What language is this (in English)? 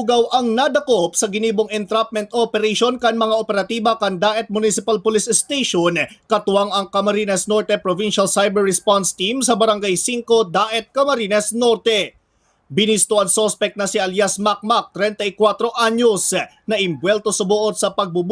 Bikol